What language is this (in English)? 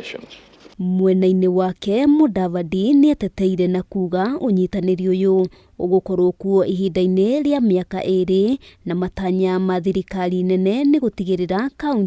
Kikuyu